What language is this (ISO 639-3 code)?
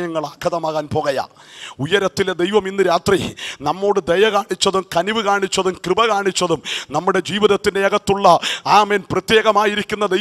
mal